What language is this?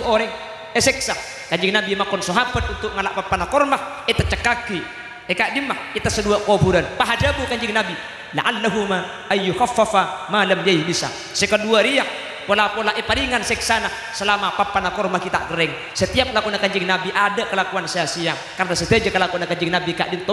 Madurese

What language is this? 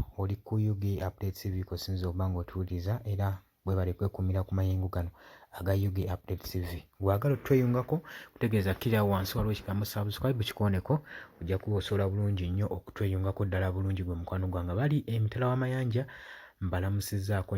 Ganda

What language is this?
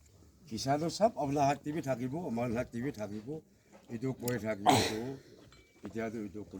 Naga Pidgin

